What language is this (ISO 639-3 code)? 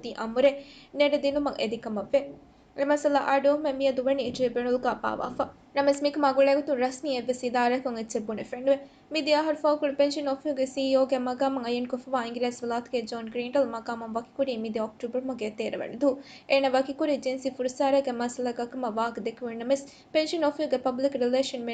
div